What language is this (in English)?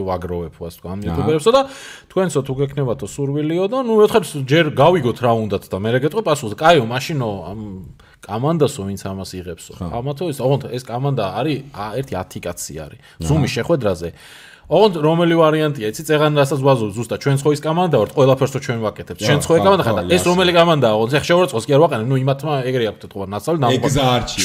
Georgian